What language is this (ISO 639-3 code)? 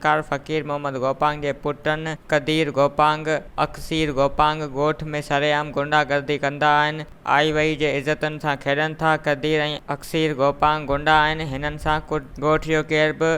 snd